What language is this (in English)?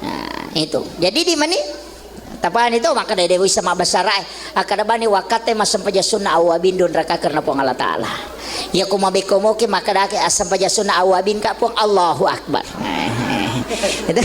Buginese